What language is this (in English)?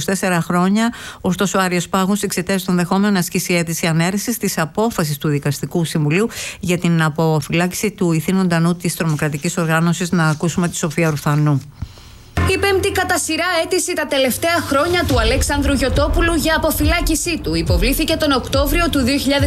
Greek